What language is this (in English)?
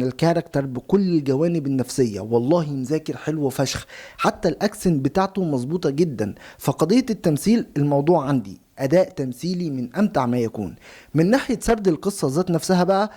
Egyptian Arabic